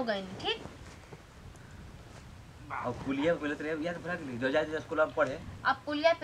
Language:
Bhojpuri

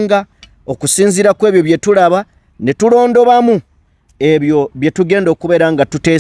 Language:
Ganda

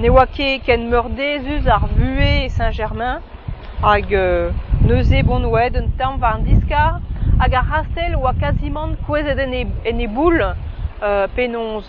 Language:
Breton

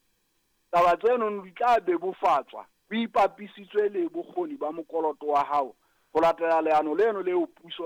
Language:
Southern Sotho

